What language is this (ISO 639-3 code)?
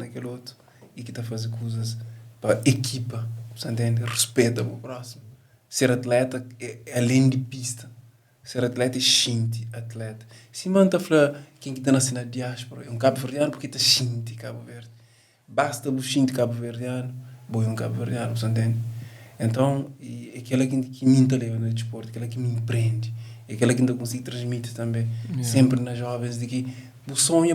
kea